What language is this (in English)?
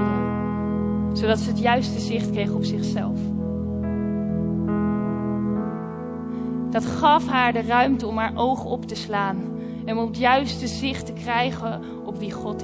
Dutch